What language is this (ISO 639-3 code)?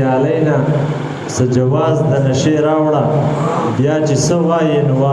pus